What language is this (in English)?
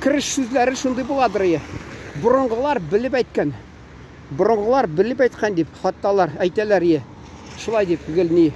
Tatar